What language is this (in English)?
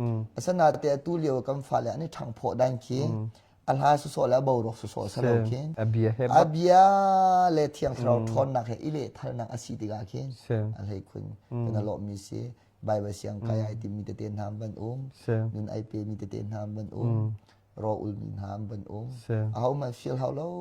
Hakha Chin